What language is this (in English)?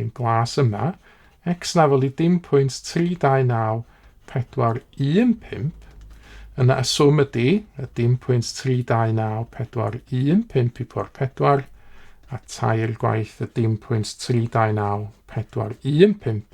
Welsh